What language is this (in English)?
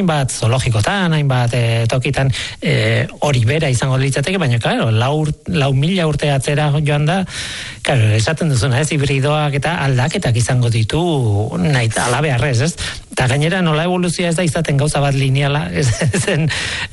Basque